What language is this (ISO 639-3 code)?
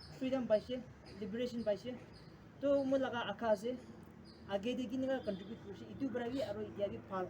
nag